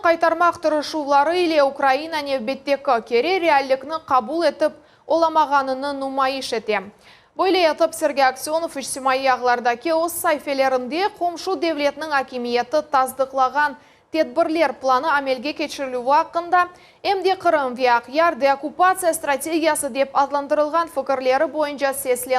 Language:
Crimean Tatar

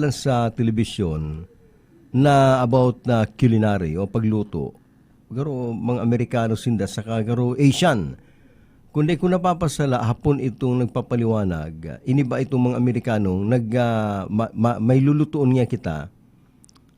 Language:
Bikol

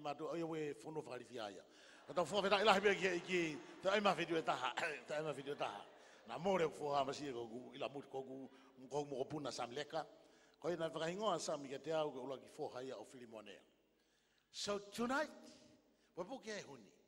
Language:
Tongan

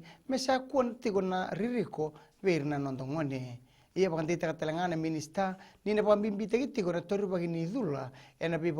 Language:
Fijian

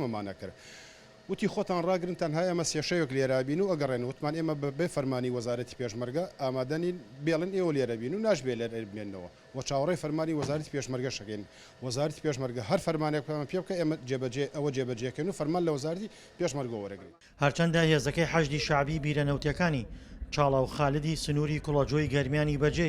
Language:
Central Kurdish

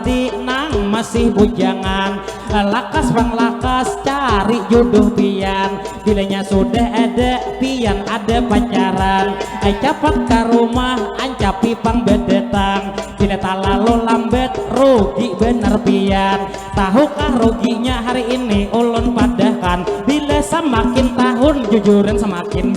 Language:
Banjar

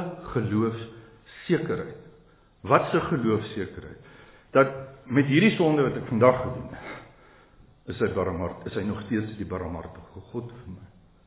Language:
Afrikaans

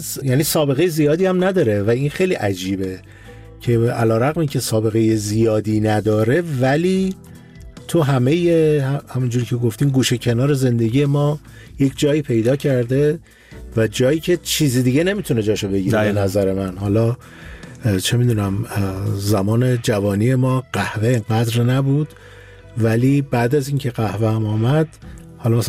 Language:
Persian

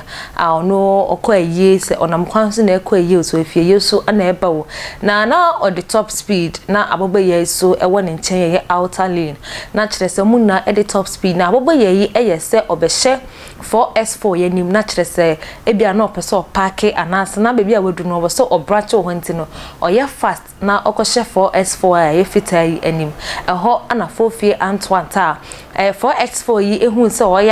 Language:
Akan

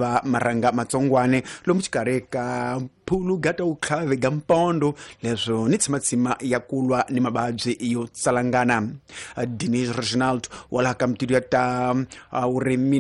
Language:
Tsonga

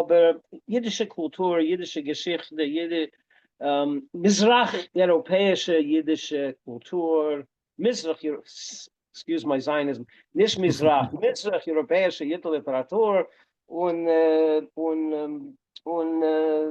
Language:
Yiddish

